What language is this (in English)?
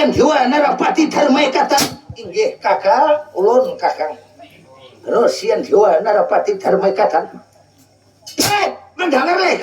Banjar